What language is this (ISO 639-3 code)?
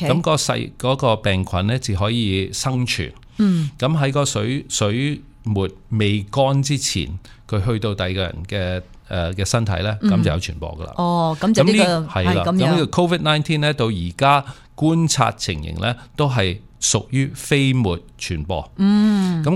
yue